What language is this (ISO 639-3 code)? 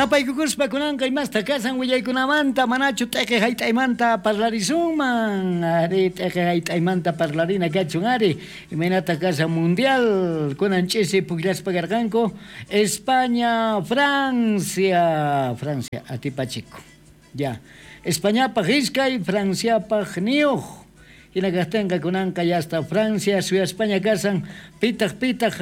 quh